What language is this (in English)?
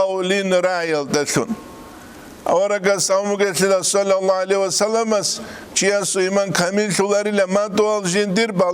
Avaric